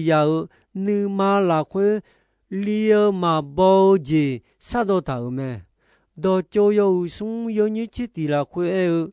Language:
Akha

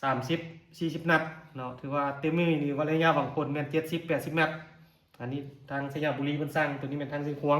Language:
Lao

